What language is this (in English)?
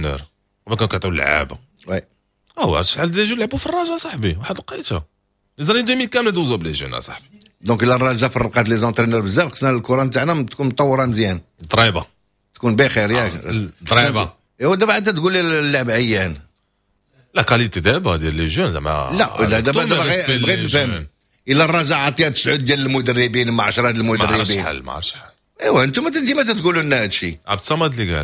Moroccan Arabic